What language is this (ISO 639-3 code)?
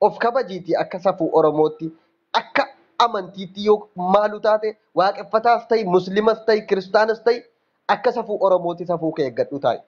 orm